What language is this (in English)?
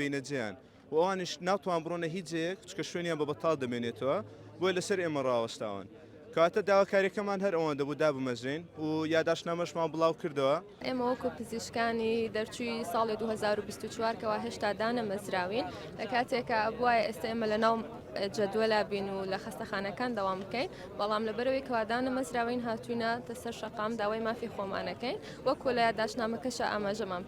Central Kurdish